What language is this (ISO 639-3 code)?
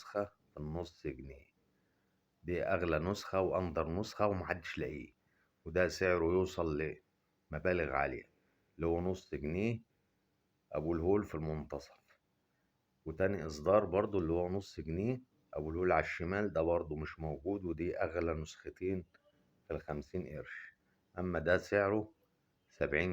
arz